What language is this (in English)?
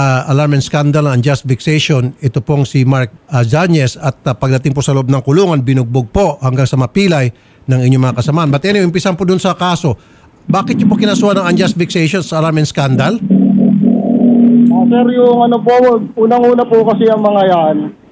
Filipino